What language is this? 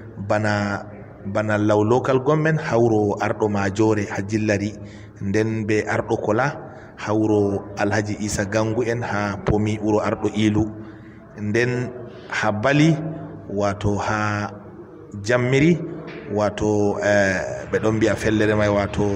Fula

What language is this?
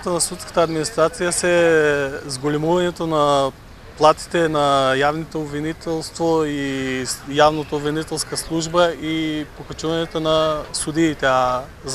Macedonian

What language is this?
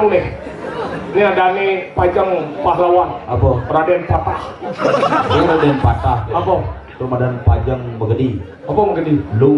Balinese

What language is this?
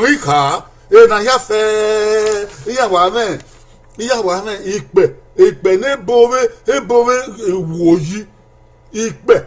Bini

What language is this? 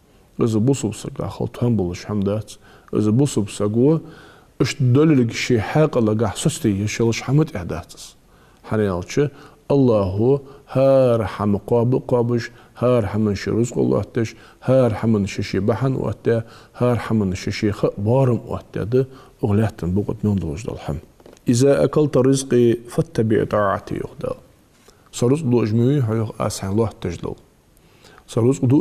Ingush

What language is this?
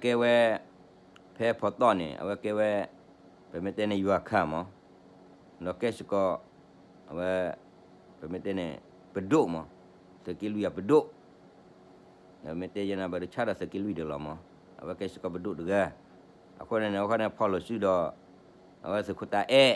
S'gaw Karen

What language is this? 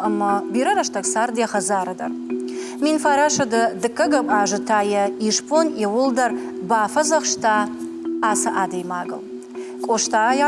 Ossetic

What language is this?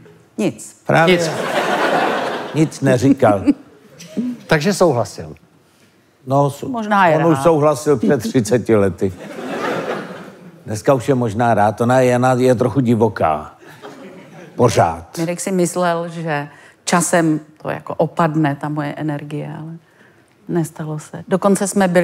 Czech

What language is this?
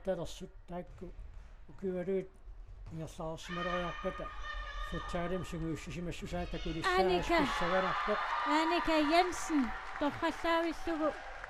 Kalaallisut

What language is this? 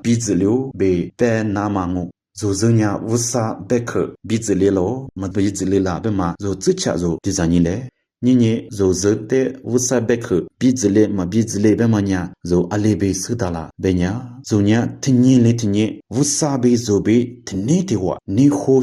Lisu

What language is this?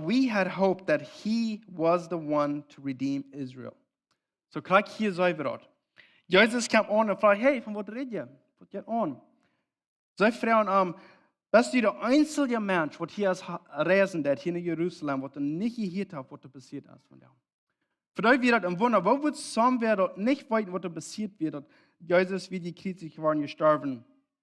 Plautdietsch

